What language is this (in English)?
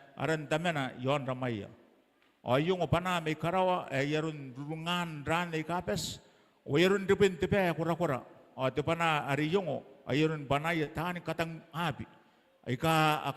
Gilbertese